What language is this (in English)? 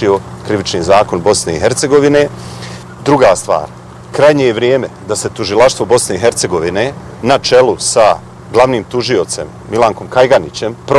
Bosnian